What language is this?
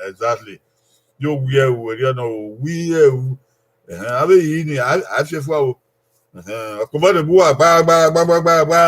Bini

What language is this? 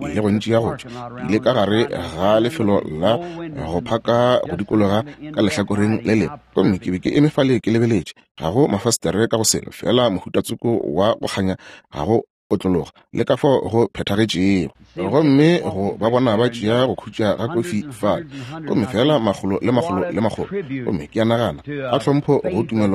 Northern Sotho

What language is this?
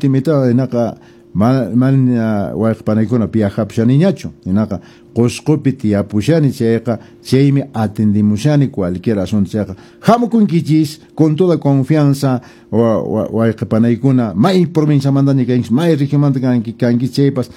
Quechua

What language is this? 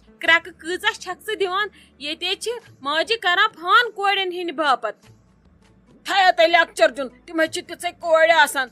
Kashmiri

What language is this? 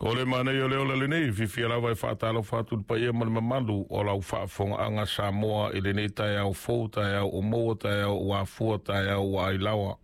Samoan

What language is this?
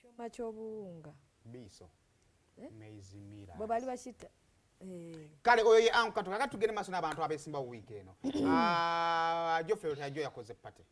Ganda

